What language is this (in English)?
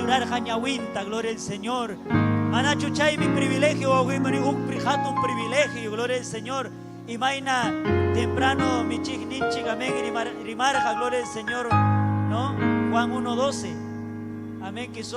Ayacucho Quechua